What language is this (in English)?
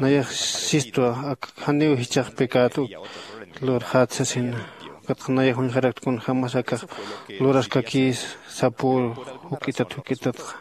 Aymara